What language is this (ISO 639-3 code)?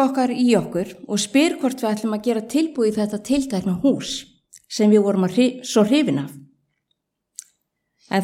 isl